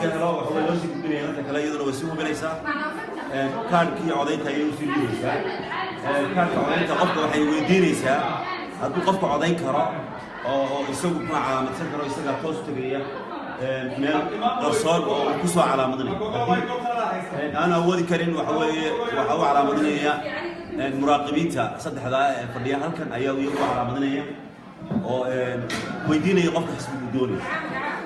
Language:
Somali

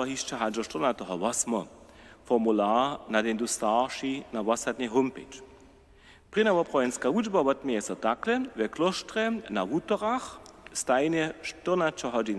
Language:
Upper Sorbian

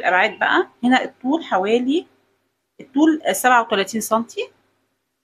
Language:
Egyptian Arabic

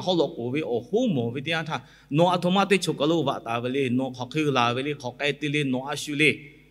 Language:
Lahu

